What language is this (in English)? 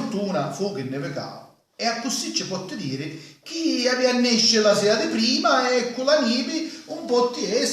Sicilian